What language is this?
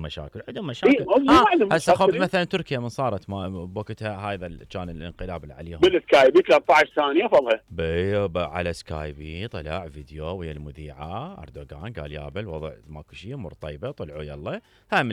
Mesopotamian Arabic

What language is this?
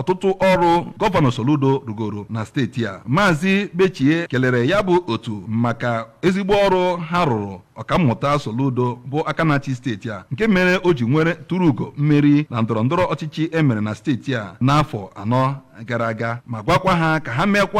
Igbo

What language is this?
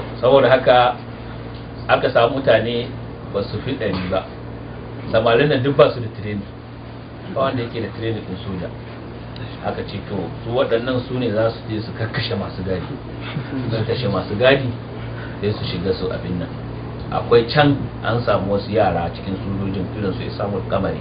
Hausa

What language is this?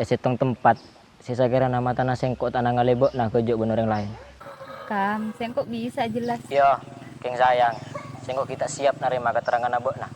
Madurese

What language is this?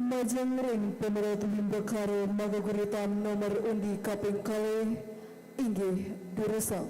Balinese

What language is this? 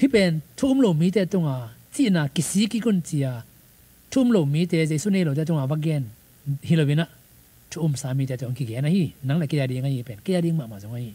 Tedim Chin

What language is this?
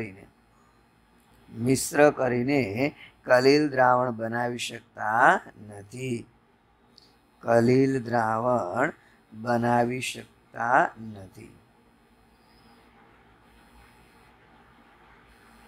Gujarati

